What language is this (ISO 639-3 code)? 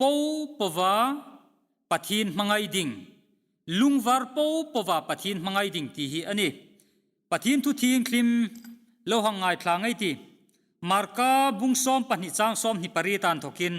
hmr